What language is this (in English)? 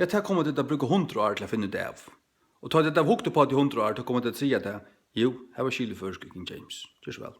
Faroese